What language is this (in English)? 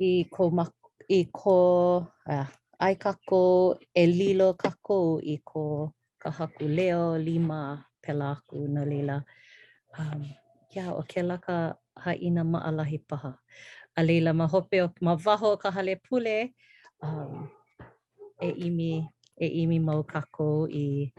Hawaiian